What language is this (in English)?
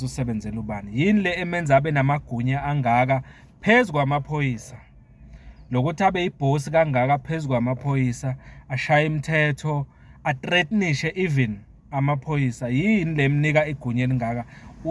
Zulu